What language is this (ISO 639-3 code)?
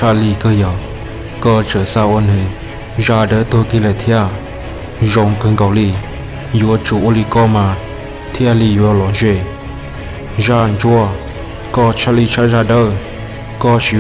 hmn